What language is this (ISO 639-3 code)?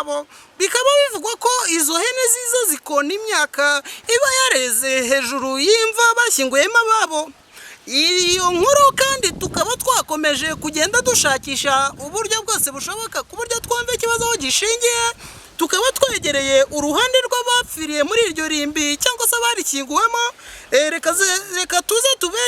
kin